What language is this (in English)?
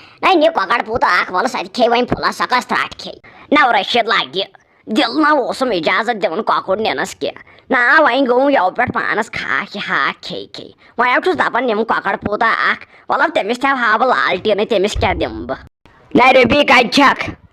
Kashmiri